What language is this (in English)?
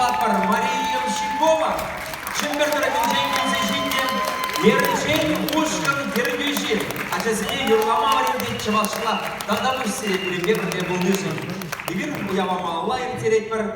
Chuvash